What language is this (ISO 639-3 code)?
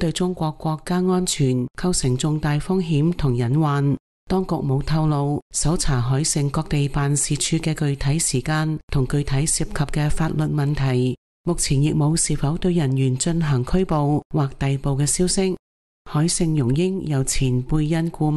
yue